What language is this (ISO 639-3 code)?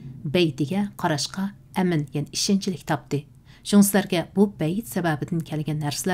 uig